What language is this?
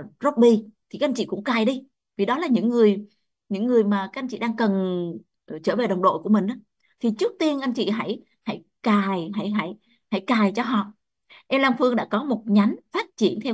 Vietnamese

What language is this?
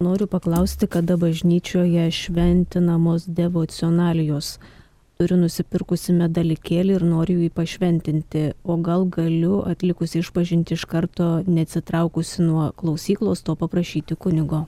Lithuanian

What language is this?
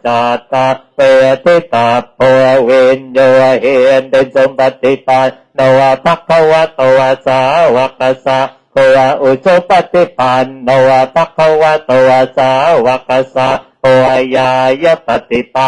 Pali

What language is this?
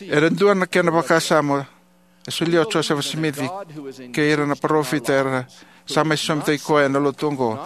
Fijian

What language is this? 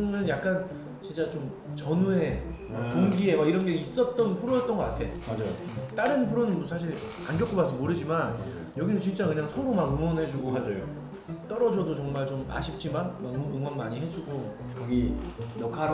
Korean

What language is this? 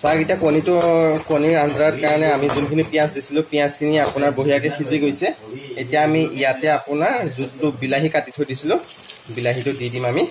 Assamese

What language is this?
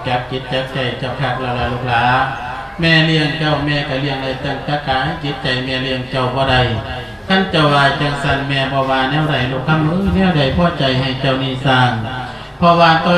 Lao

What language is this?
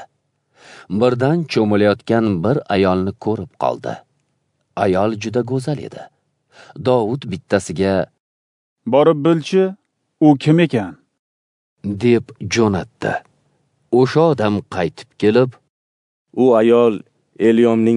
Uzbek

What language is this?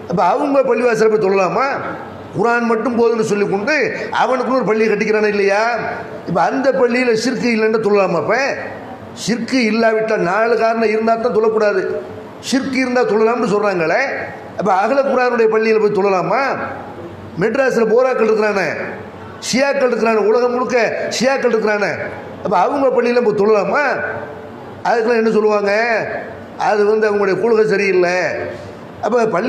Tamil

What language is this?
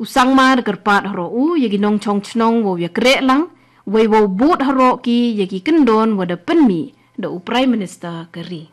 Garo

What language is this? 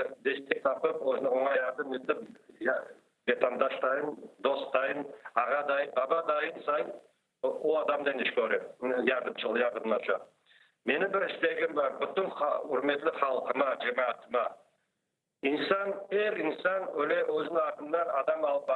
Crimean Tatar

